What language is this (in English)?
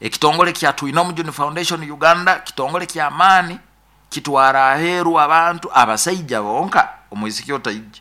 Nyoro